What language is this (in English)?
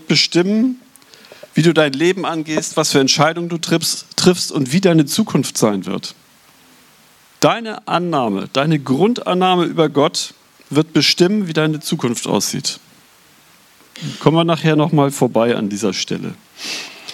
German